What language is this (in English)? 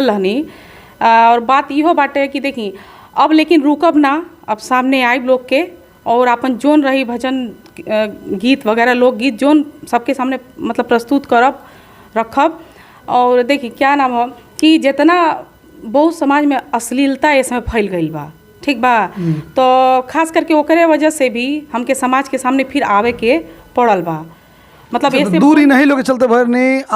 Bhojpuri